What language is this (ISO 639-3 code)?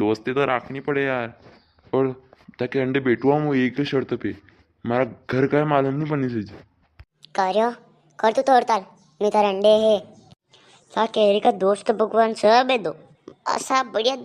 raj